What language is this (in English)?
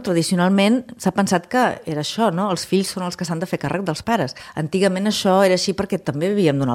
Catalan